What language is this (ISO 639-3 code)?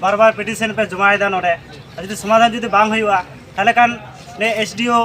sat